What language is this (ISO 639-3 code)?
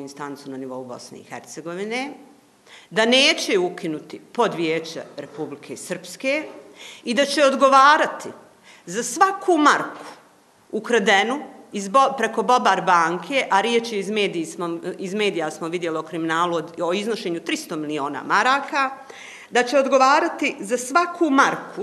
bos